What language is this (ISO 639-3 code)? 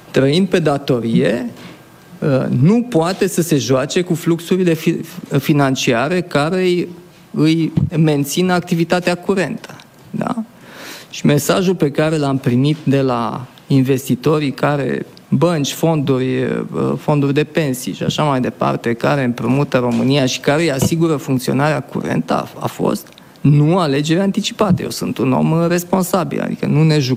ron